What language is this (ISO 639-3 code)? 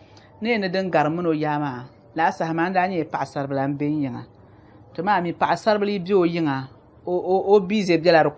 dag